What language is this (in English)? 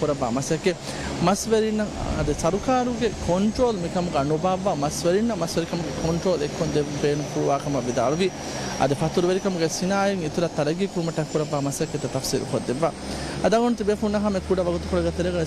Divehi